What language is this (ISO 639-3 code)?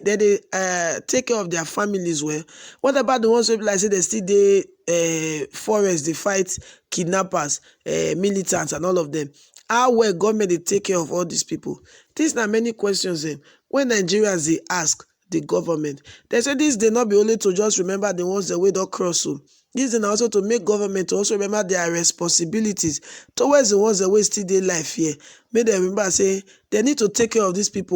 pcm